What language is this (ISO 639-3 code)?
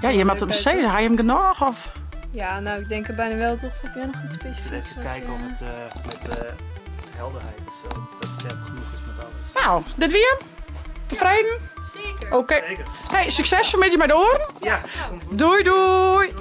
fry